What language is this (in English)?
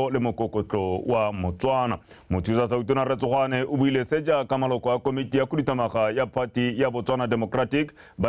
Tswana